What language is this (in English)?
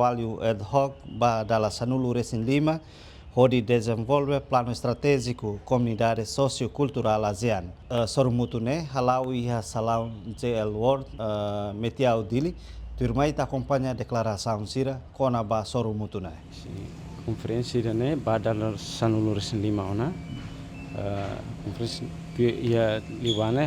Tetum